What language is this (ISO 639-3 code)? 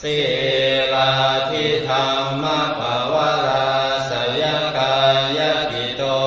pli